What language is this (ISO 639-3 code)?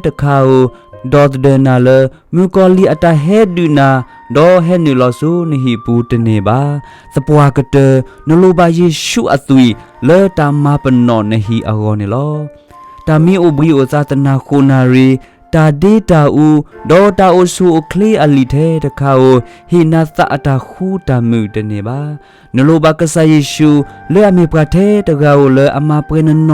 ksw